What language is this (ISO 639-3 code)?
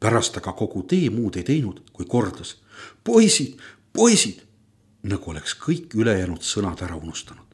est